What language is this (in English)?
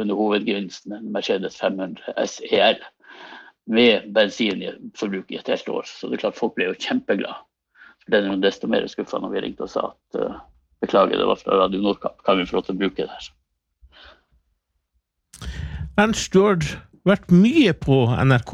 Norwegian